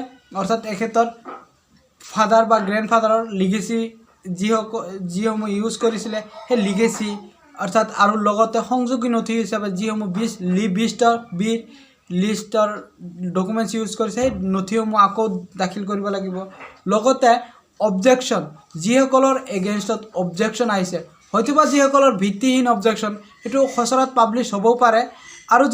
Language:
Assamese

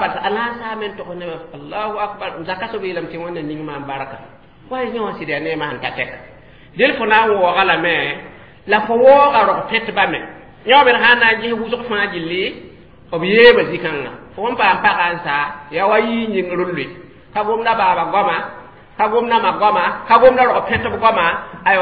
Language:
Mossi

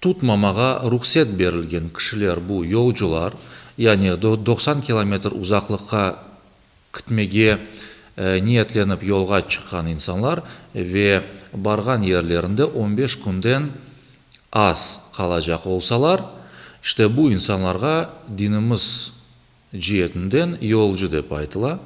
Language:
Crimean Tatar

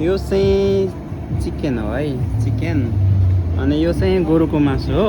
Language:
Nepali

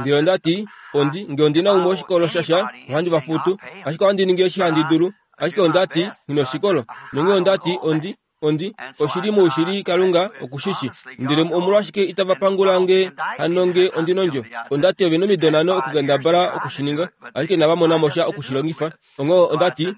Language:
Kuanyama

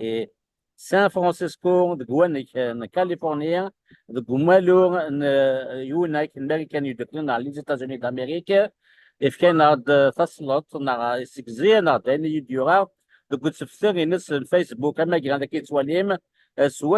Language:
Kabyle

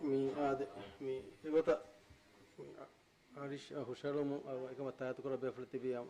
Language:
Divehi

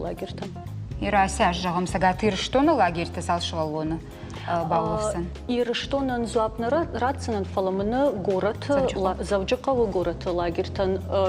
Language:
Ossetic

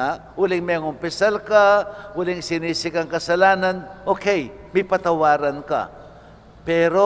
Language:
Pampanga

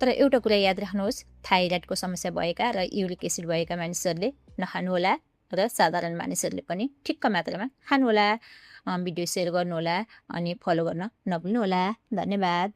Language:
Nepali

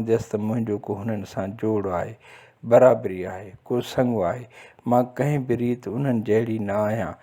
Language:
Sindhi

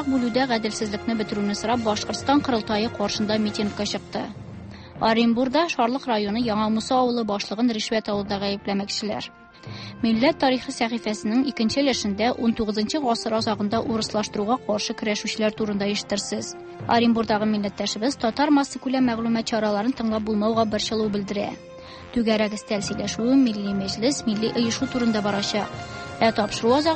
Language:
Tatar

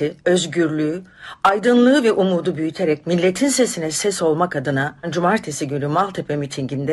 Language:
Turkish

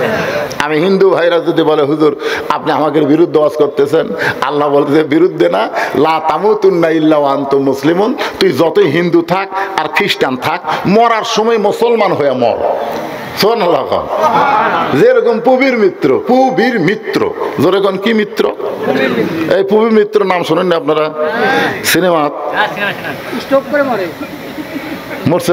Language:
Bangla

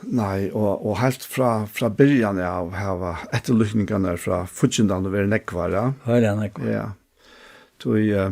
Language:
Faroese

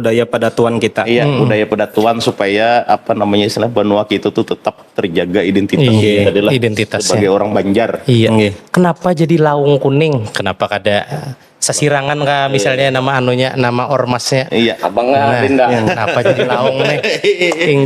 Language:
Banjar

